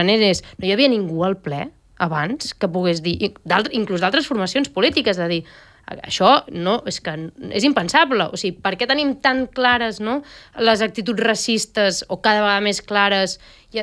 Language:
Catalan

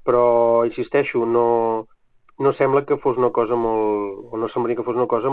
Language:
Catalan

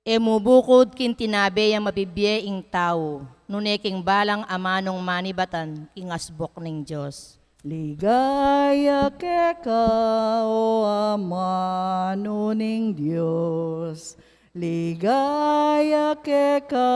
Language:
Pampanga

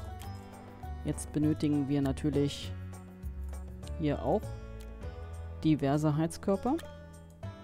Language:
German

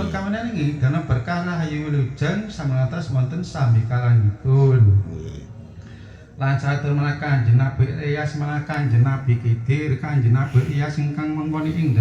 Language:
Javanese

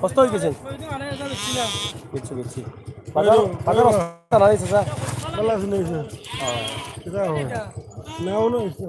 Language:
Sylheti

